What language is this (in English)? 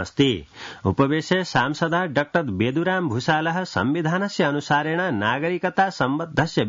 Sanskrit